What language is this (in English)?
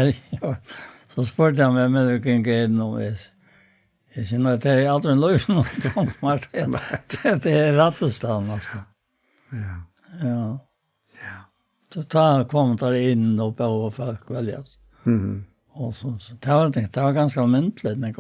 Faroese